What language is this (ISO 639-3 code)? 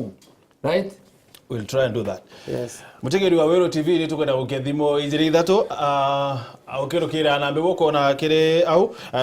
mer